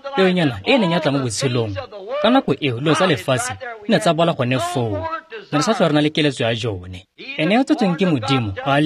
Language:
Tswana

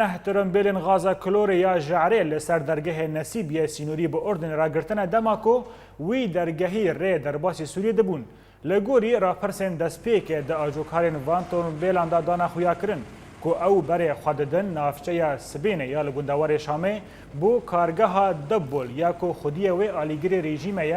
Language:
Kurdish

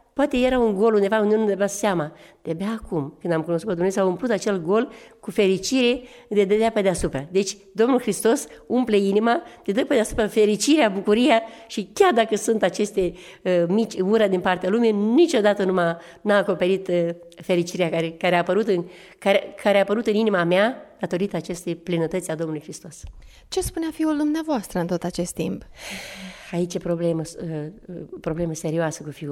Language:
Romanian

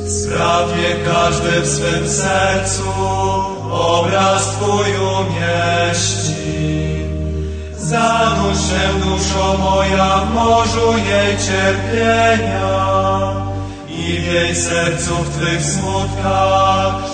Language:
Polish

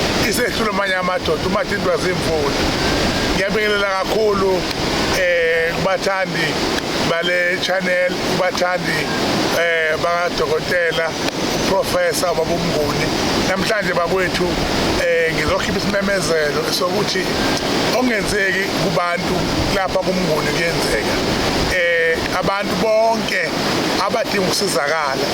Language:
Zulu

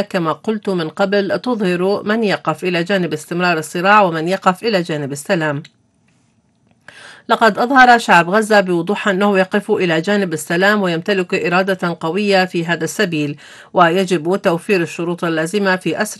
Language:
Arabic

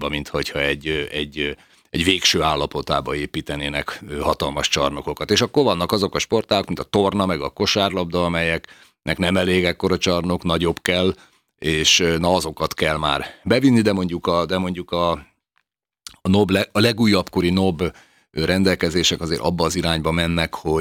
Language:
Hungarian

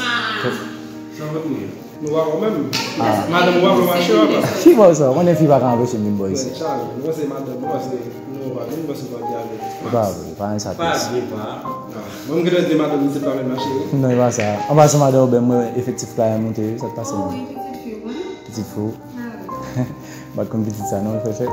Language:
Haitian Creole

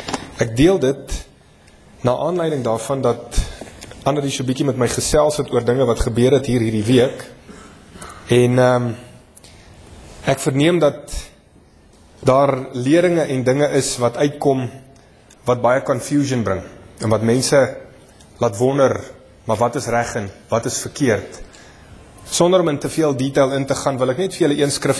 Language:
Afrikaans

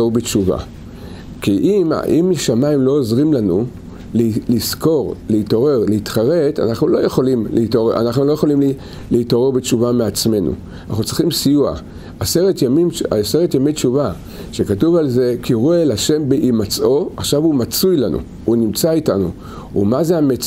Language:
Hebrew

